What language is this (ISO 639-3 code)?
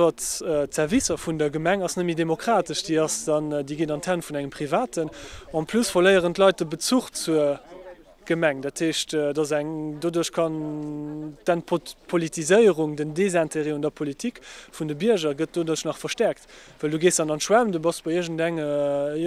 ltz